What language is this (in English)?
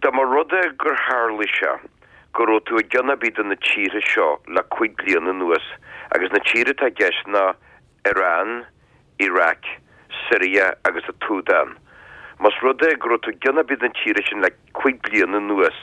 Irish